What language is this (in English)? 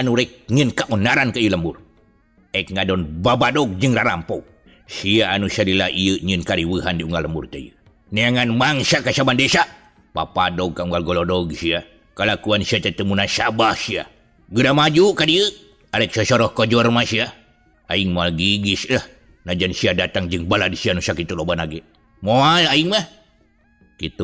Sundanese